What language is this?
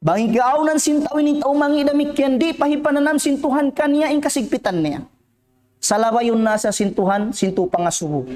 Tausug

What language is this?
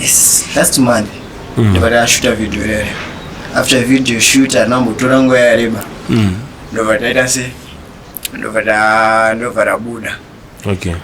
Shona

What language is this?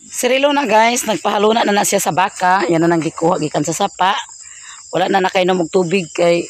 Cebuano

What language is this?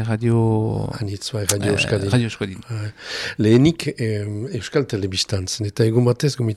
Basque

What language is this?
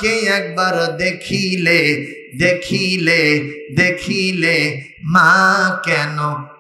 Bangla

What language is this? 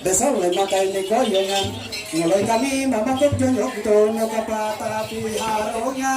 Ma'anyan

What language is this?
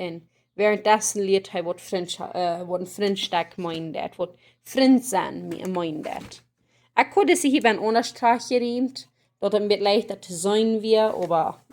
Plautdietsch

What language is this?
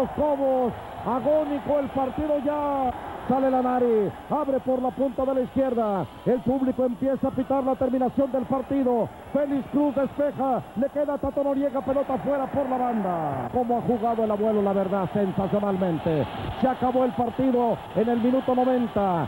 Spanish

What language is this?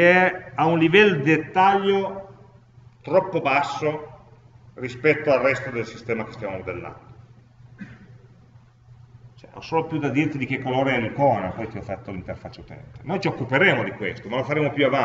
Italian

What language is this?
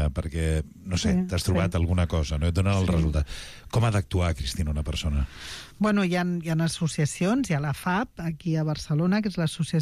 Catalan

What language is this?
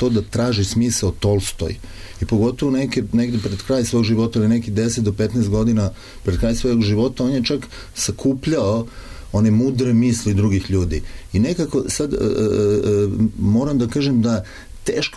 Serbian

